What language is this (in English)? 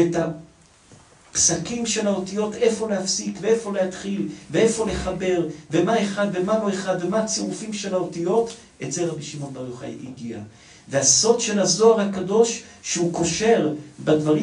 Hebrew